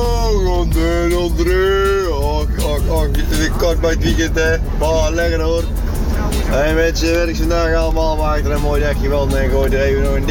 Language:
Dutch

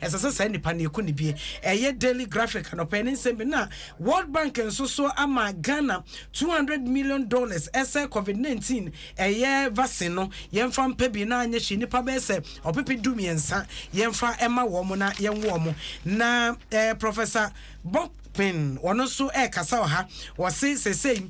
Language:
Akan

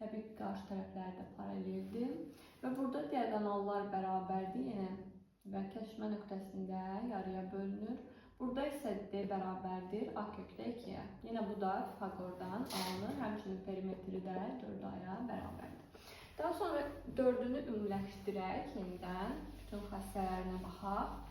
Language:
Azerbaijani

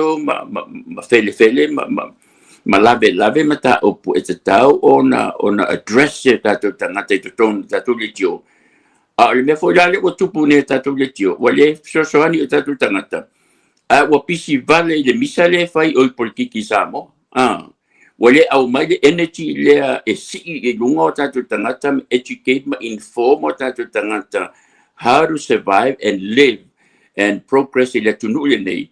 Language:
Samoan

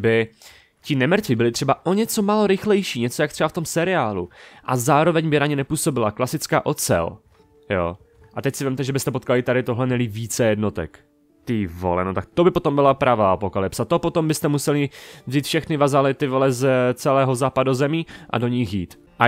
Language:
Czech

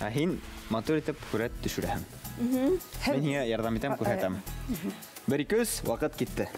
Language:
Bashkir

